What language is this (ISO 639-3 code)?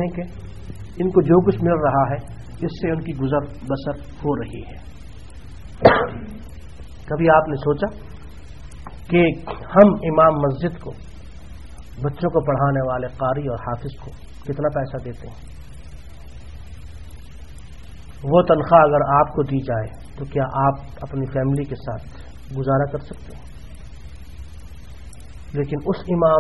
urd